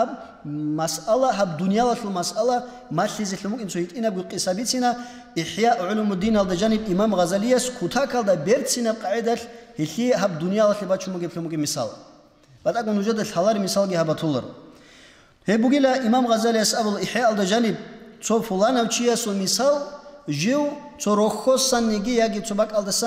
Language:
Avaric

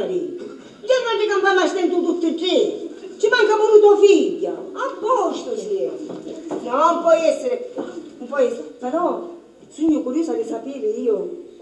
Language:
Sicilian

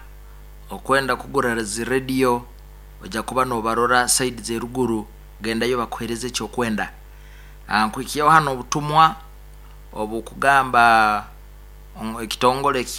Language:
Nyankole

